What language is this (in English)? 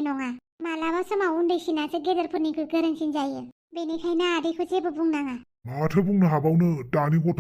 Bodo